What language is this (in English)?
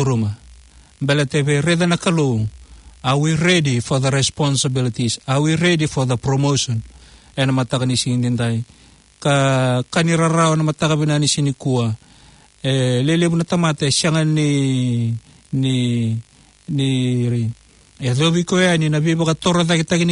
Fijian